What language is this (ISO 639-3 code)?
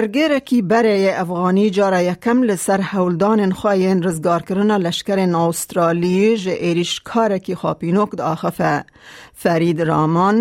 kur